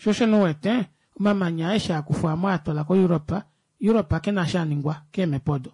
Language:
Kuanyama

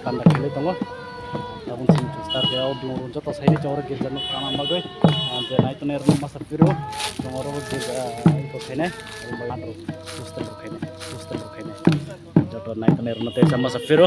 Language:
Kok Borok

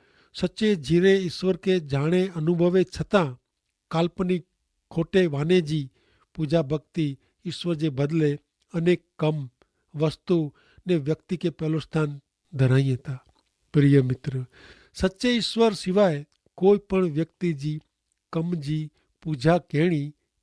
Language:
Kachhi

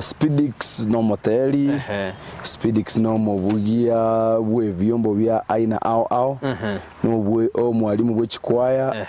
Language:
Gusii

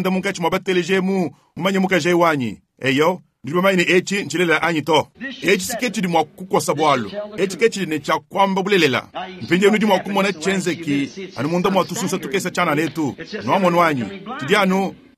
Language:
Luba-Lulua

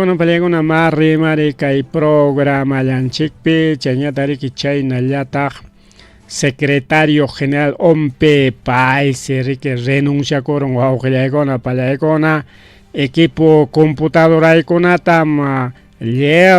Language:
Ayacucho Quechua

